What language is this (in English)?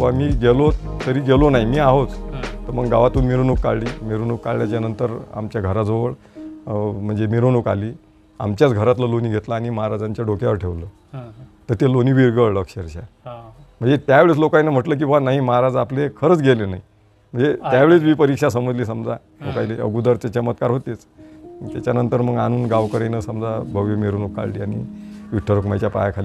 Marathi